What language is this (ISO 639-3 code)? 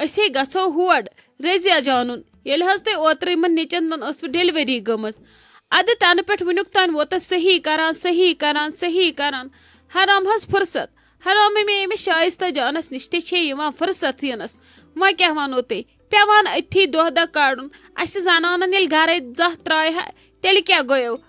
kas